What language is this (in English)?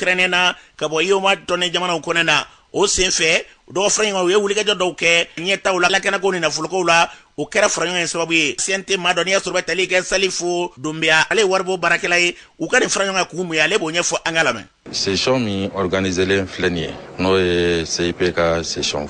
Bambara